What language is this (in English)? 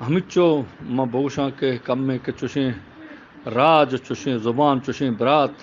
Eastern Balochi